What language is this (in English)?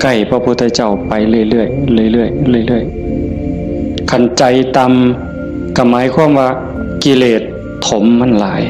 Northeastern Thai